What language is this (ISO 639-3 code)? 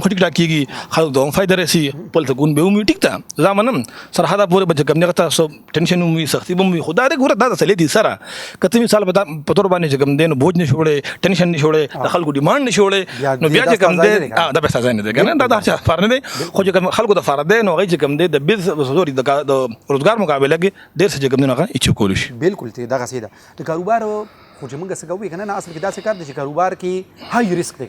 pus